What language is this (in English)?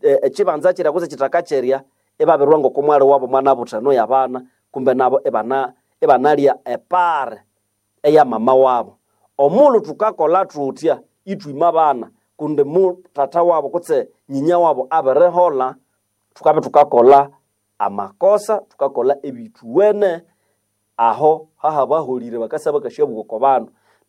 Nande